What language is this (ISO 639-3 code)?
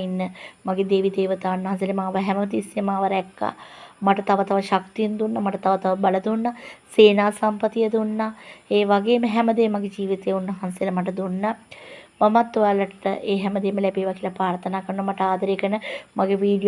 sin